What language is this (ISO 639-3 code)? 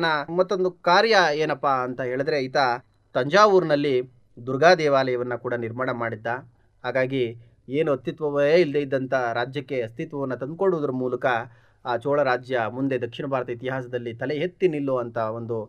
kan